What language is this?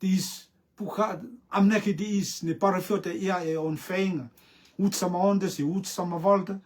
Rotuman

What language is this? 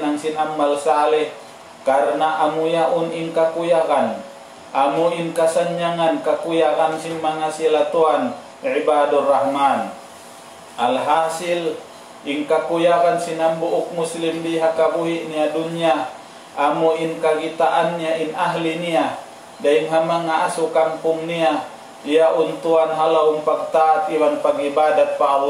Tausug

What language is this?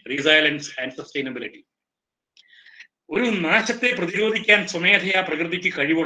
Malayalam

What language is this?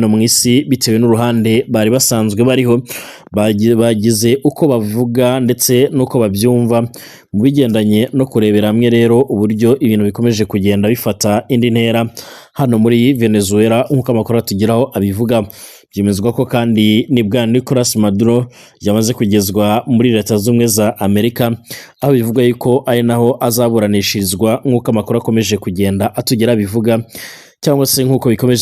Kinyarwanda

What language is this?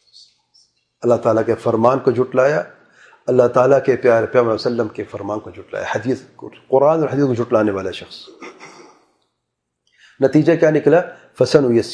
Urdu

